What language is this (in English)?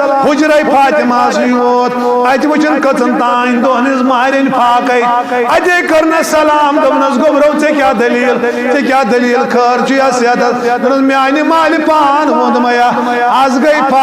Kashmiri